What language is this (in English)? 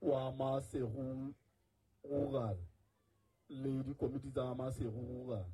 Southern Sotho